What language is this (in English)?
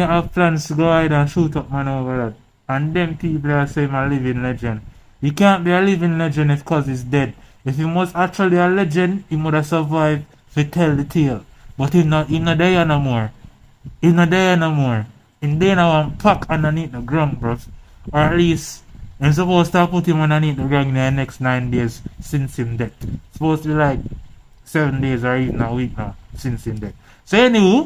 Jamaican Creole English